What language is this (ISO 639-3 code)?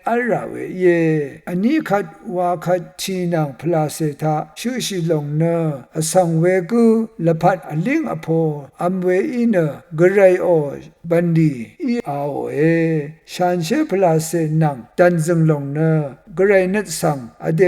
raw